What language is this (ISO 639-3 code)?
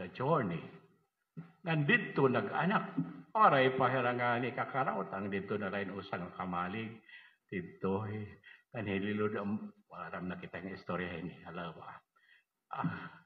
war